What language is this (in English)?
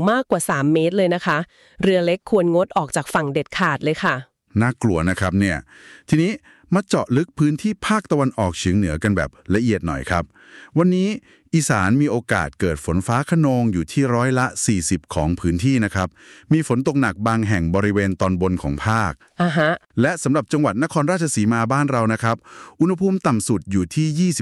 Thai